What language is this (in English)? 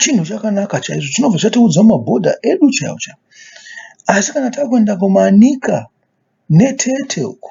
Shona